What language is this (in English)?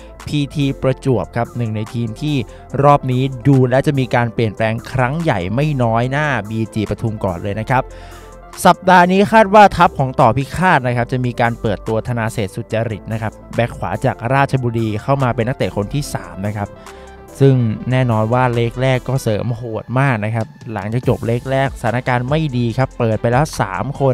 Thai